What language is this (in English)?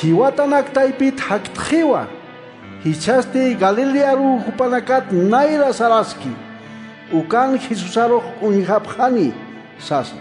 Aymara